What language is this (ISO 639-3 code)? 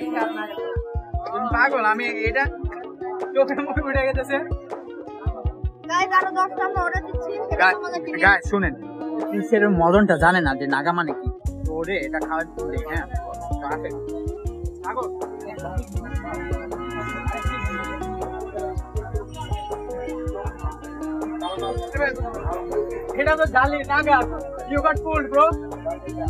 ben